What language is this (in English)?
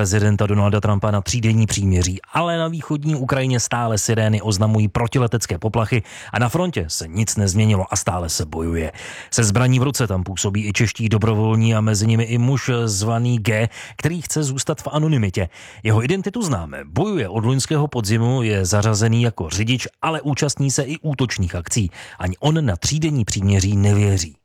Czech